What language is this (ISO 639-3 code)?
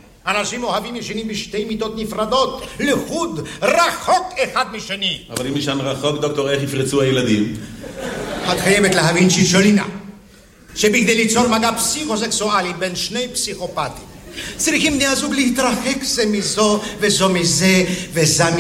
heb